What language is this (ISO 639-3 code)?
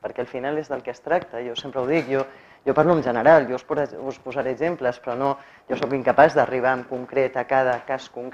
cat